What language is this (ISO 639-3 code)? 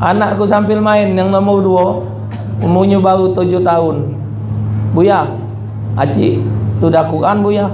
mui